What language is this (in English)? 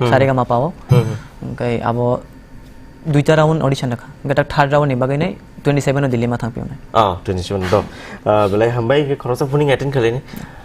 Kok Borok